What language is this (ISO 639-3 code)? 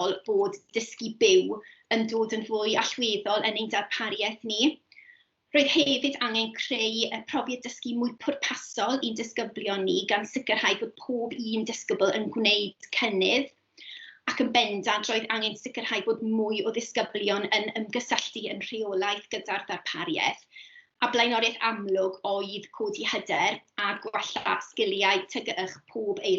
cym